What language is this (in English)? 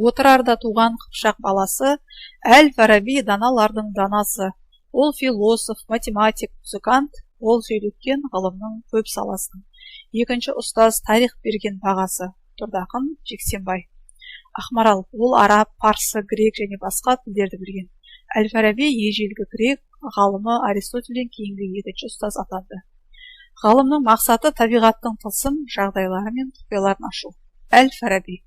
Kazakh